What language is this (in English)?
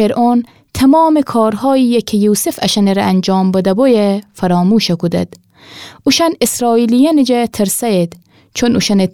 Gilaki